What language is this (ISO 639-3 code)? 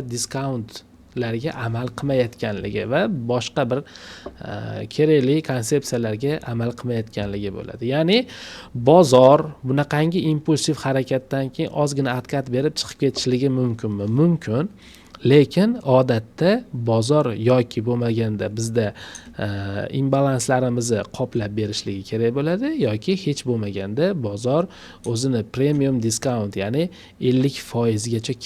uzb